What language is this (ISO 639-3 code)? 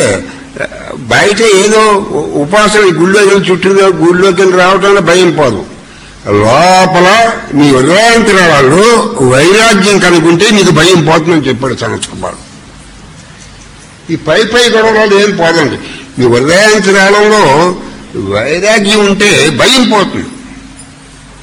tel